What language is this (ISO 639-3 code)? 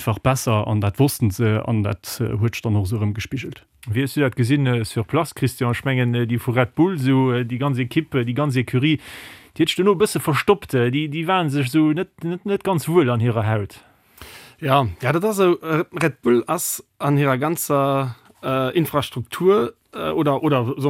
ltz